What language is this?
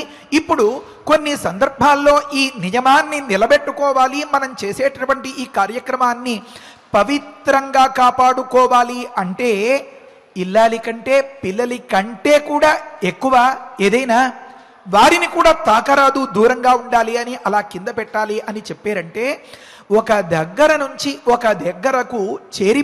Telugu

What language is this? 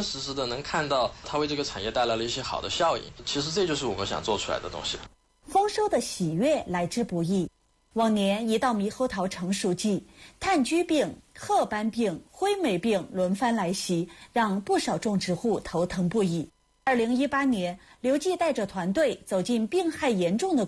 Chinese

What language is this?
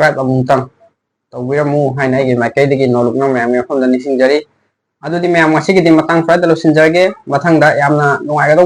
Manipuri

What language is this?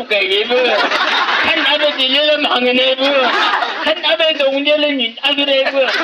Chang Naga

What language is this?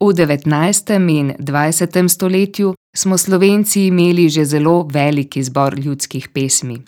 Slovenian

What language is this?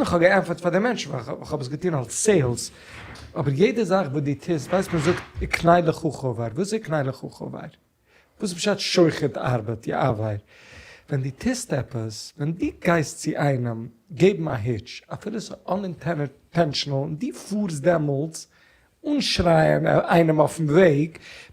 Yiddish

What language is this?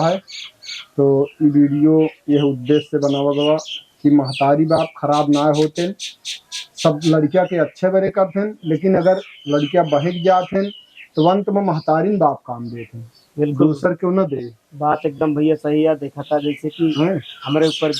Awadhi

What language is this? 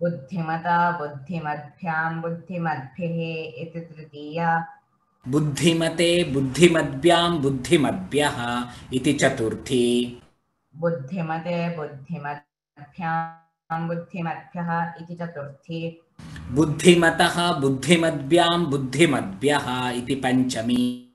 Sanskrit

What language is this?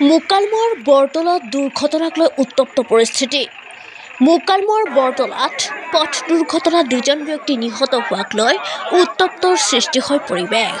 Assamese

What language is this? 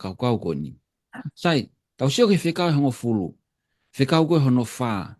Tongan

